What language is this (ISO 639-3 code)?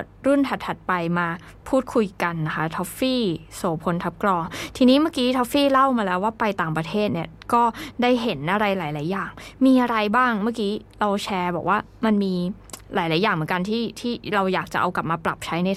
tha